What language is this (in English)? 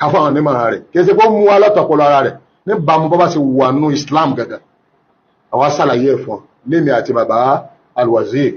Yoruba